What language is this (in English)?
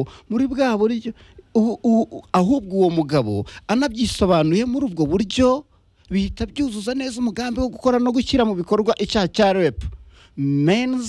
Kinyarwanda